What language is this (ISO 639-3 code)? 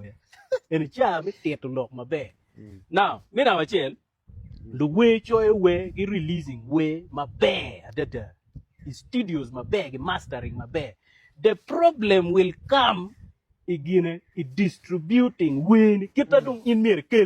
ach